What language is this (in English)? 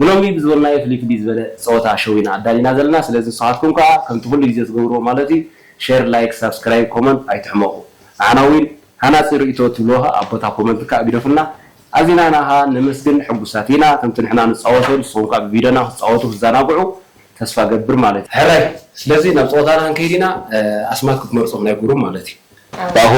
Tigrinya